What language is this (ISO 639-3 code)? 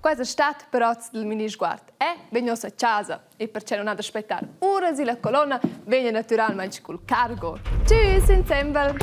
roh